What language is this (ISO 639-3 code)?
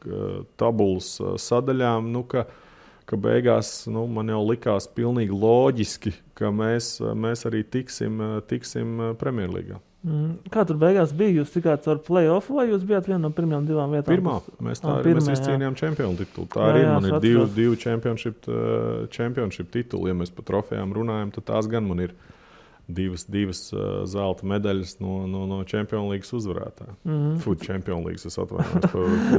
lav